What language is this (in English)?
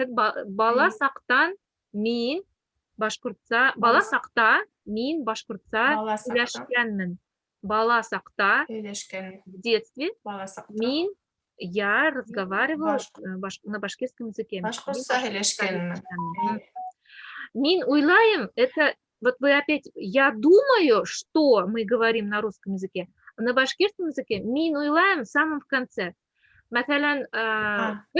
Bashkir